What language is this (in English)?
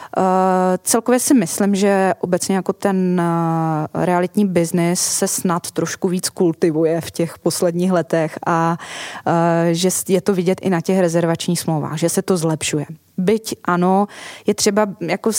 Czech